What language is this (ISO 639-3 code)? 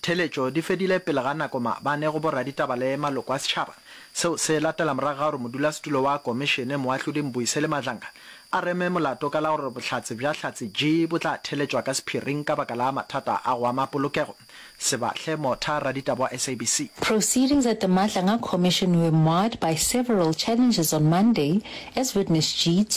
nso